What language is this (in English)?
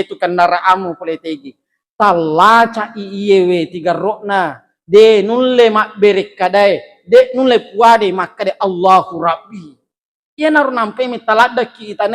Buginese